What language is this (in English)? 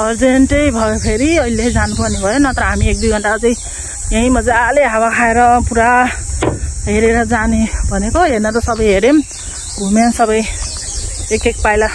Nepali